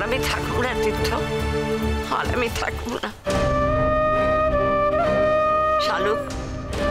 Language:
Bangla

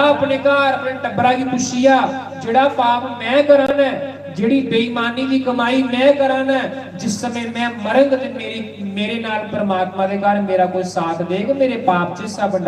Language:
Dogri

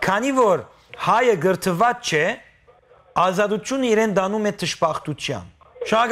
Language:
Western Armenian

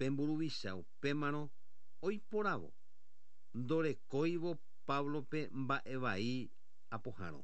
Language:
Guarani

